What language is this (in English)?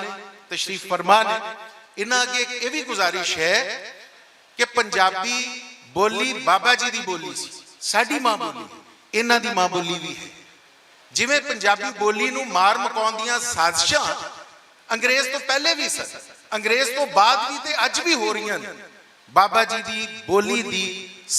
Western Panjabi